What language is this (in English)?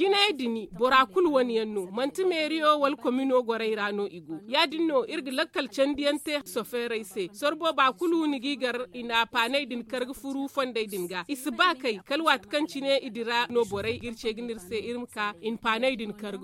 Zarma